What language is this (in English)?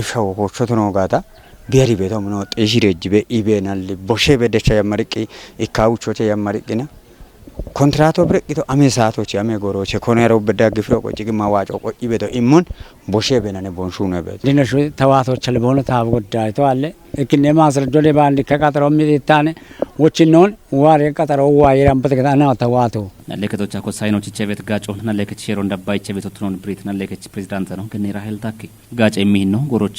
Kafa